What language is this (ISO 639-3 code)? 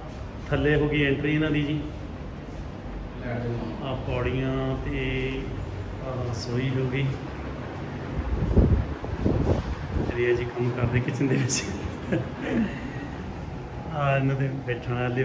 pan